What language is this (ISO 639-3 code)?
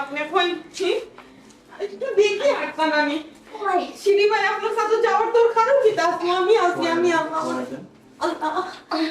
syl